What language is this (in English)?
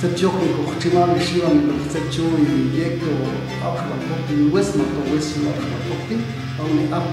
Popti'